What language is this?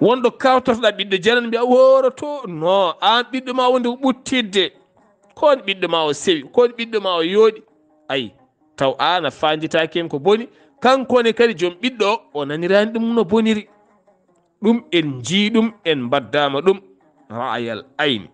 Fula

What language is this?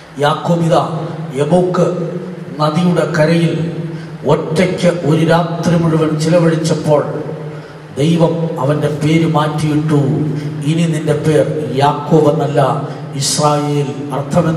Malayalam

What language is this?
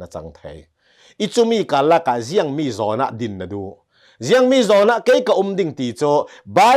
Hakha Chin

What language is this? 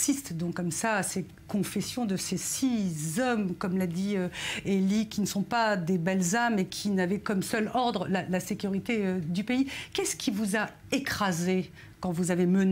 French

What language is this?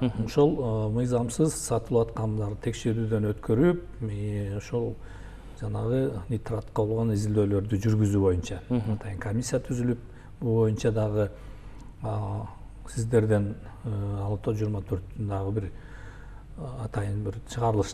Kyrgyz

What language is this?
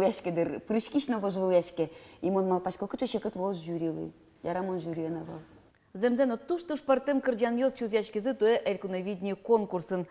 Udmurt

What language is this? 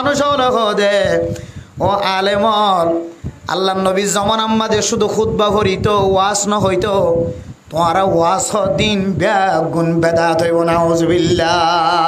Rohingya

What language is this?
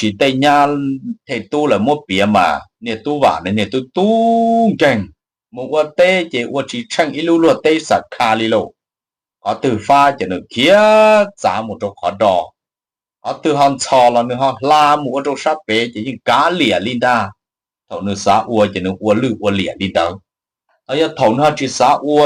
Hmong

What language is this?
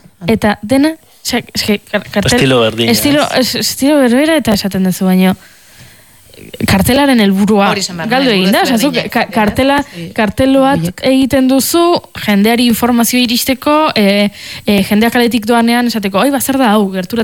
Basque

